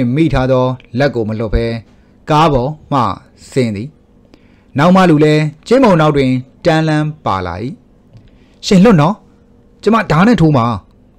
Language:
Burmese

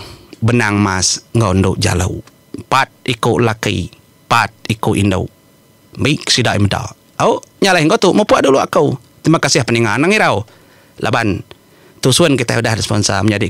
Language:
Iban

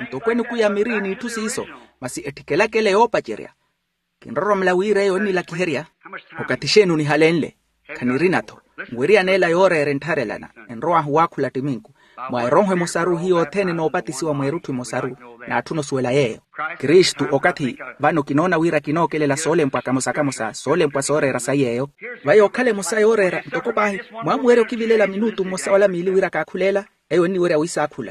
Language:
Makhuwa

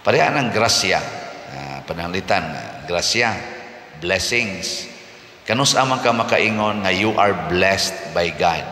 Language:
Cebuano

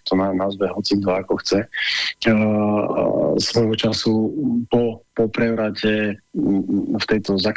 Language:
Slovak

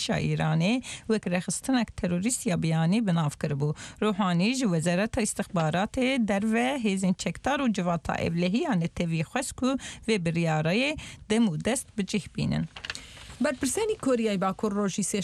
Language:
Central Kurdish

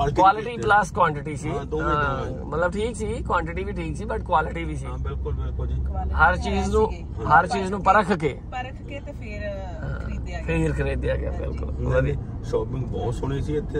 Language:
Punjabi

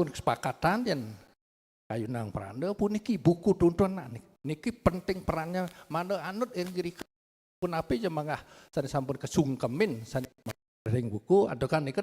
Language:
Balinese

